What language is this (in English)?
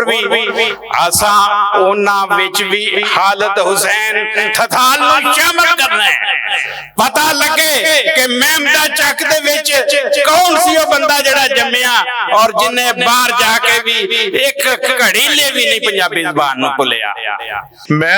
Western Panjabi